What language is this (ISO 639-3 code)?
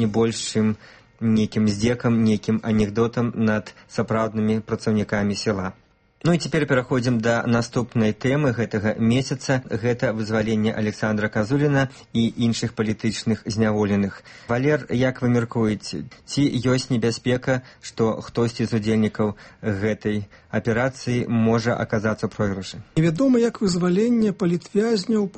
bel